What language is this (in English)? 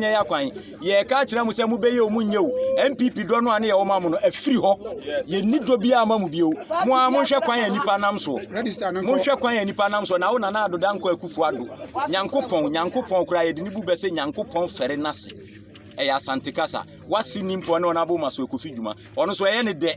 Akan